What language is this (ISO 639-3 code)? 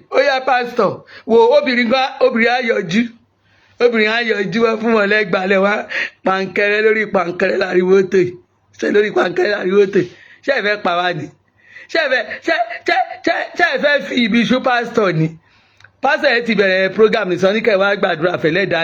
yor